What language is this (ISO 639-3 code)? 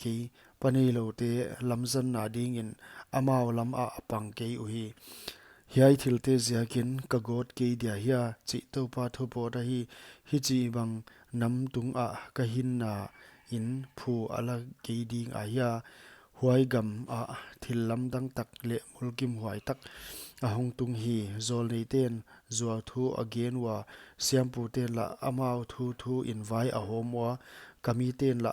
pck